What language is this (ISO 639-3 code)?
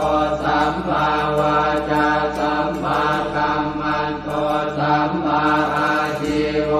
pli